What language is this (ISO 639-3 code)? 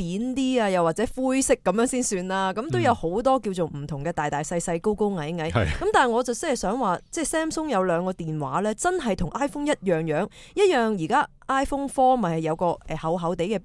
yue